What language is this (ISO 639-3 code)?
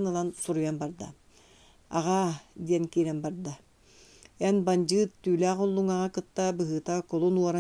sah